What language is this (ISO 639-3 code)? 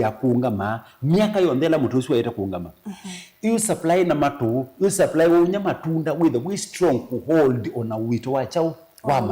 kam